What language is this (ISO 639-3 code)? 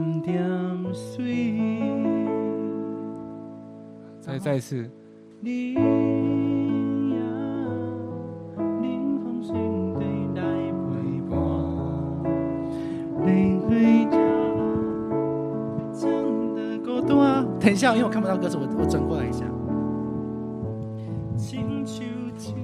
zho